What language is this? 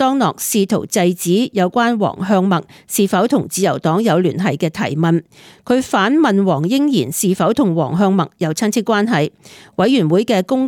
Cantonese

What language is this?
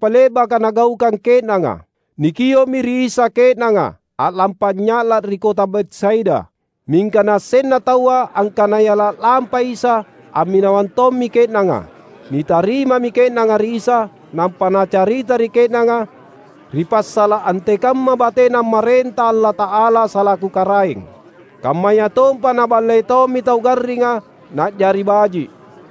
Makasar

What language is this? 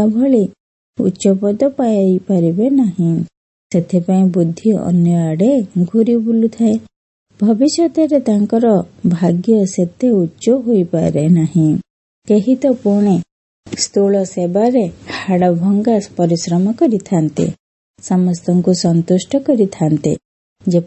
Odia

